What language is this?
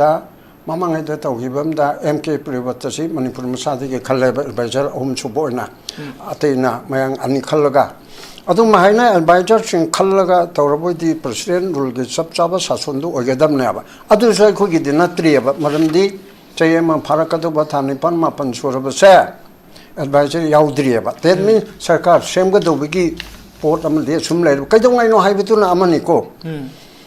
Manipuri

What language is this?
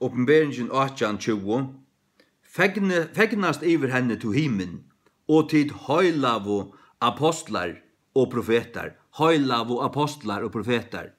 Faroese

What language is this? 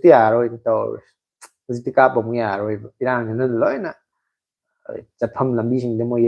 Manipuri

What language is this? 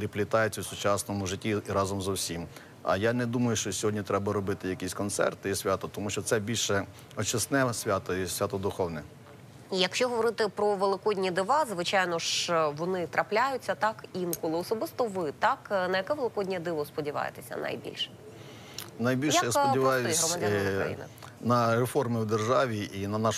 Ukrainian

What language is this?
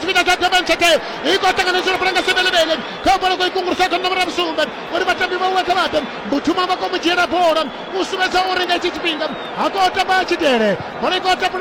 Venda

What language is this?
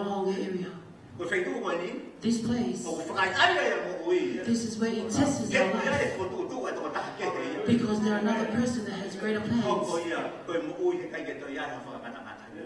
Tongan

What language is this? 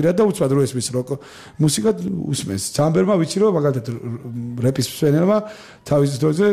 Georgian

